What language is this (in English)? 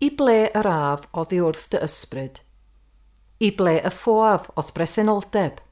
Welsh